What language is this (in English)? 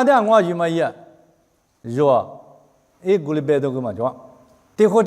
Lisu